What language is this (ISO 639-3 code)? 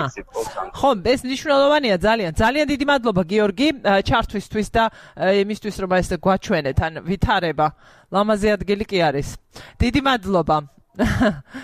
kat